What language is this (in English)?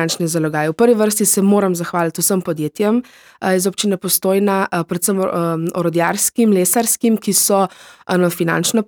Slovenian